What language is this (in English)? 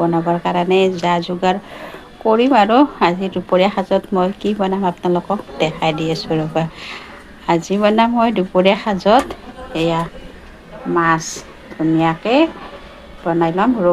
Assamese